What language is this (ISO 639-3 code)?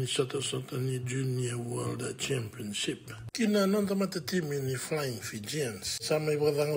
fij